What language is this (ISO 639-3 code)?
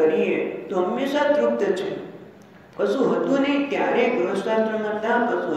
guj